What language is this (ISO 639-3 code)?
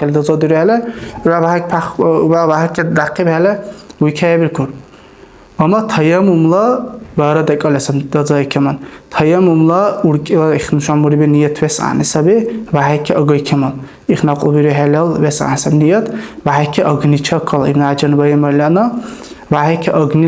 dar